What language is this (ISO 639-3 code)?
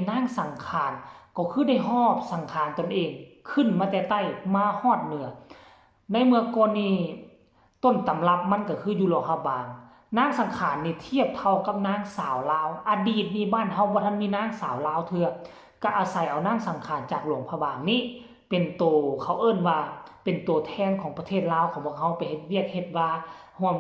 lao